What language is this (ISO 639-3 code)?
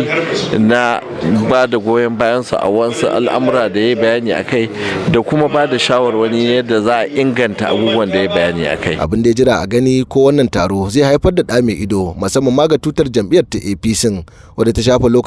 hau